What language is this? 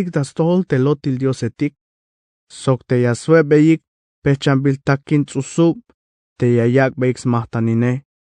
Tzeltal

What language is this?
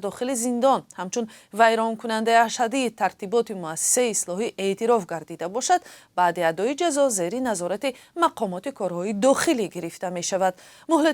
Tajik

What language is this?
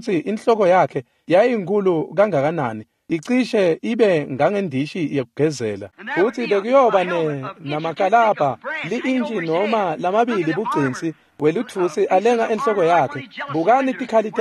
Swati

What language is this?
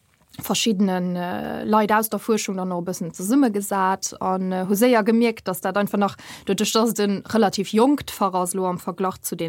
Luxembourgish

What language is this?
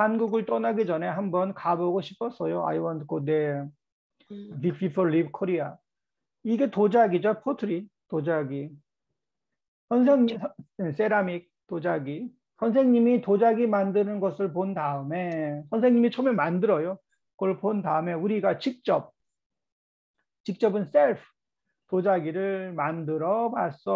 Korean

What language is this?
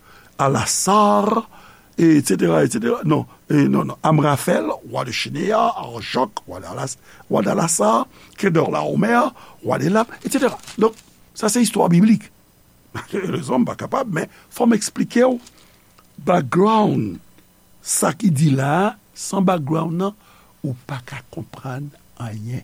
Haitian Creole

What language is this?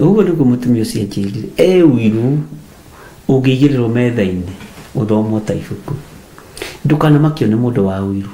Kikuyu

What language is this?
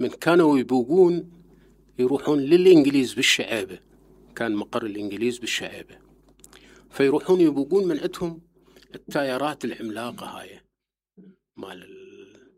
Mesopotamian Arabic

